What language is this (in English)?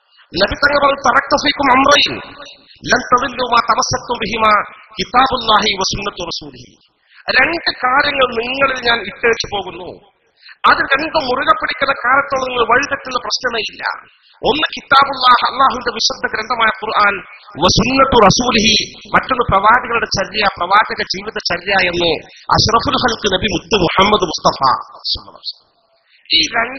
Malayalam